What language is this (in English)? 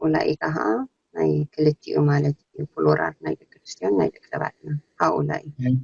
Tigrinya